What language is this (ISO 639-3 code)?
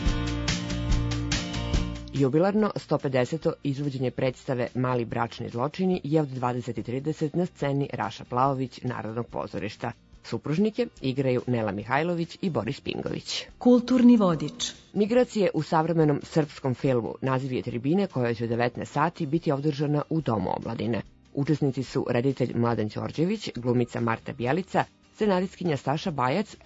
srp